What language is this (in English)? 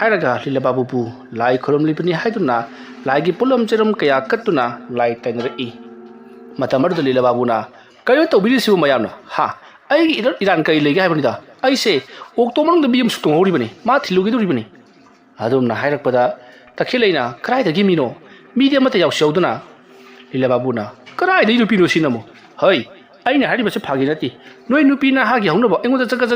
Manipuri